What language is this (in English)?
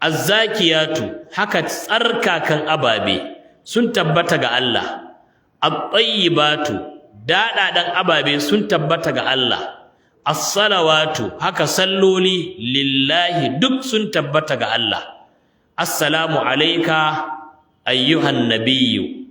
Hausa